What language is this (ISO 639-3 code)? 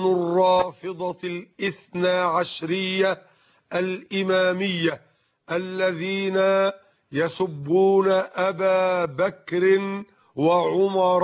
ara